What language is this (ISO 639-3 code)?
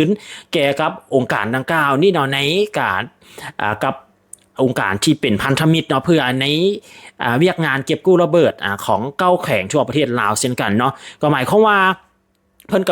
lao